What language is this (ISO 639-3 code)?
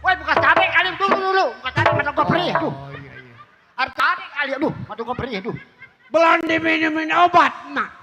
bew